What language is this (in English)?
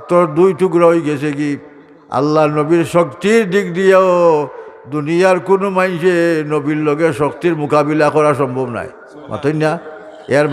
Sylheti